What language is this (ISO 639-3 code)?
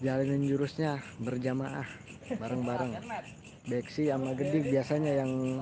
bew